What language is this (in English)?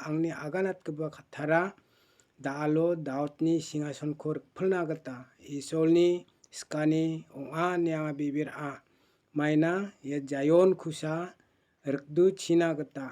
Garo